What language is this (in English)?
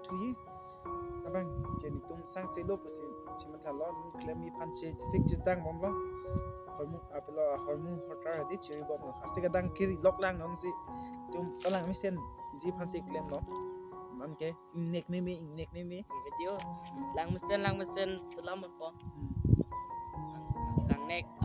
Karbi